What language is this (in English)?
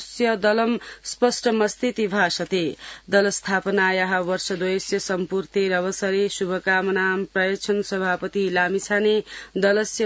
Sanskrit